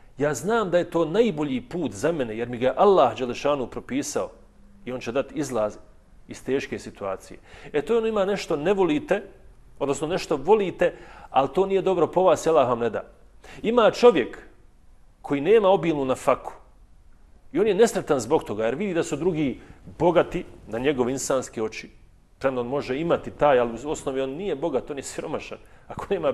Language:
Bosnian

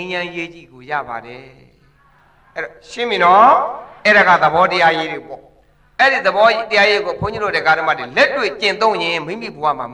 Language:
Burmese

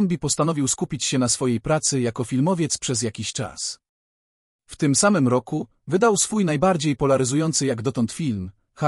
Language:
Polish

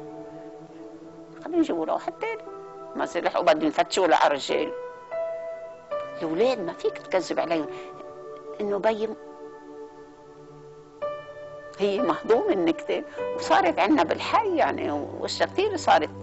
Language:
North Levantine Arabic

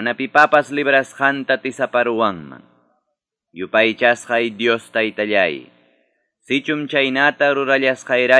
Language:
Quechua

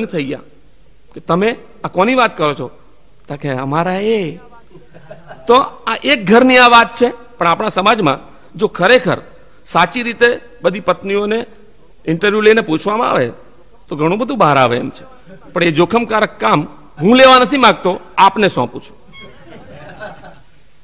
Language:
Gujarati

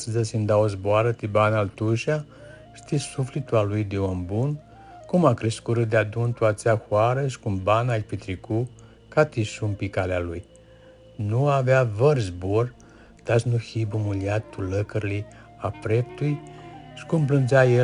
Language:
Aromanian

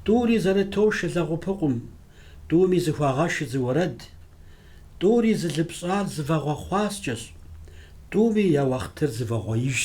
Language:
Kabardian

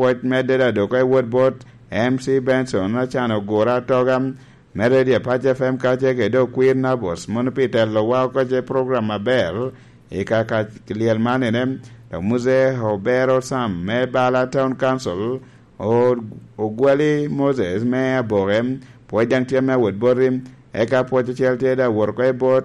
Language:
Lango (Uganda)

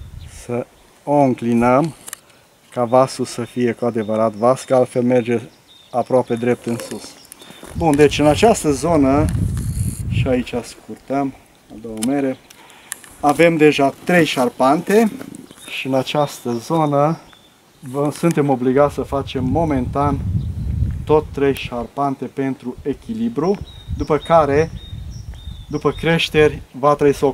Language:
Romanian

